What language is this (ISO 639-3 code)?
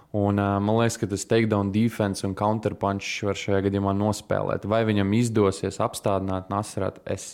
lav